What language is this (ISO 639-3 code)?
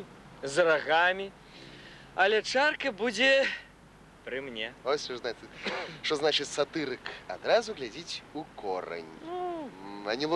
bel